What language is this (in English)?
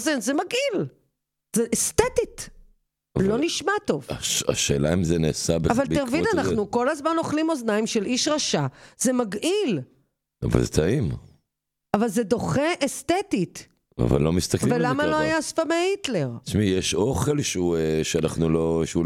Hebrew